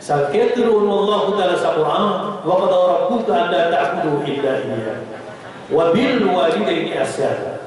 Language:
Maranao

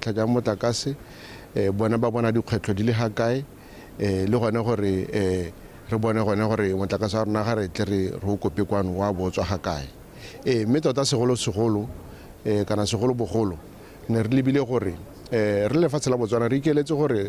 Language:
Tswana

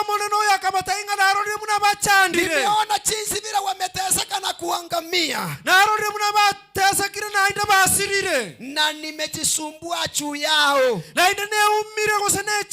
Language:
Gusii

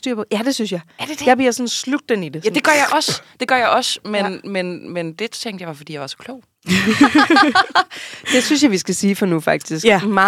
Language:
Danish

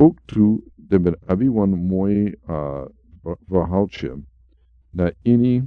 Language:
Sranan Tongo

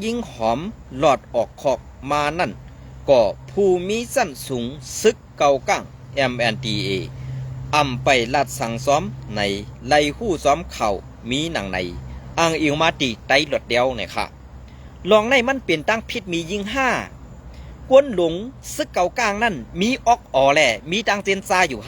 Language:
Shan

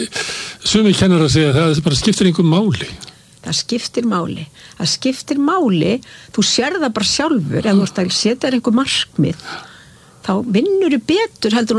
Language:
Icelandic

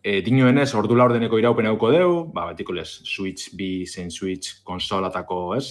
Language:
Basque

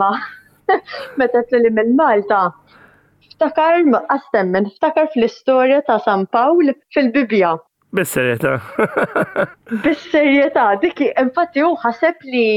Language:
Maltese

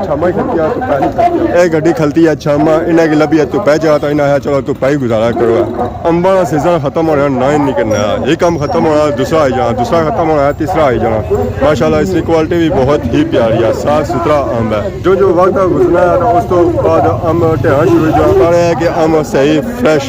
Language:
Pahari-Potwari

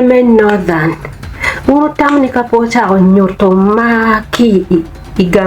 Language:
Acoli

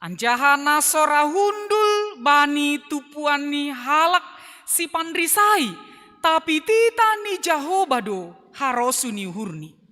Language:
Batak Simalungun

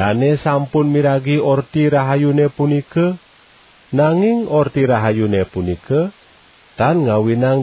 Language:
Balinese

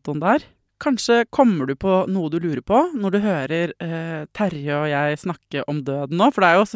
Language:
Norwegian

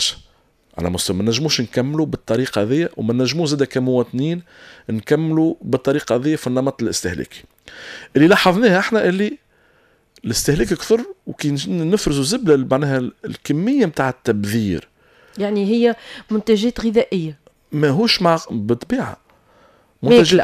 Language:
Tunisian Arabic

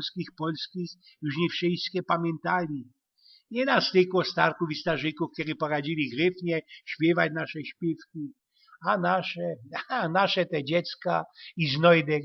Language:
Silesian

